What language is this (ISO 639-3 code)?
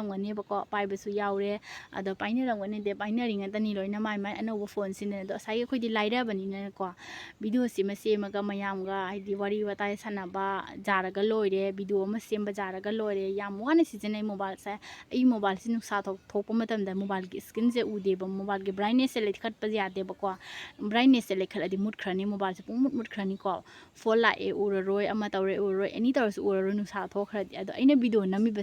mni